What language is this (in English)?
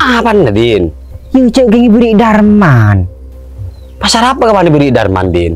Madurese